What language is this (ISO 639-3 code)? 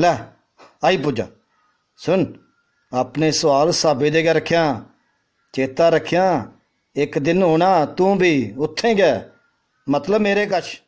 doi